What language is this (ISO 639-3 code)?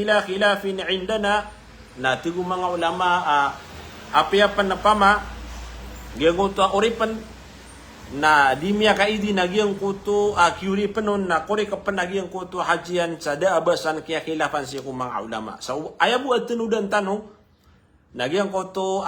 mrw